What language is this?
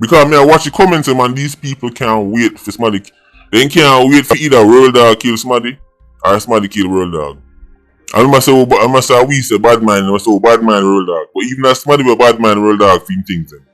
Jamaican Creole English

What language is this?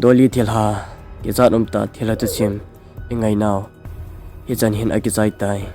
Thado Chin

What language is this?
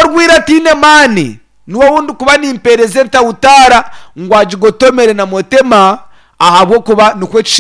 Nyankole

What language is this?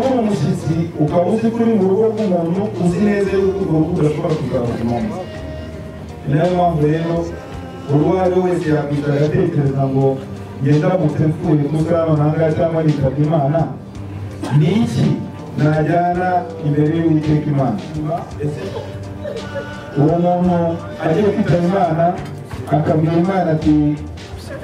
Kinyarwanda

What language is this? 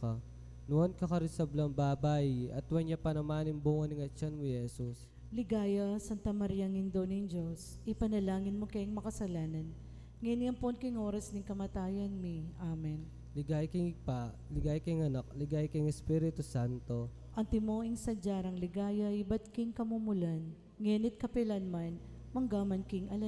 Pampanga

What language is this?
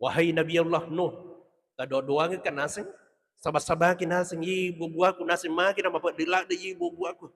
Buginese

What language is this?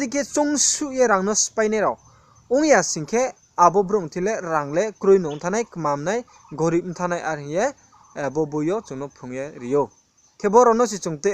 Riang (India)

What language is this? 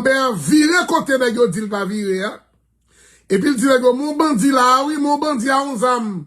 Haitian Creole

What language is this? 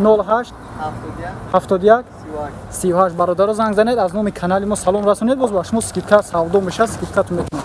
Tajik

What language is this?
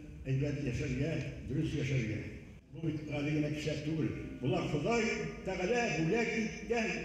Bashkir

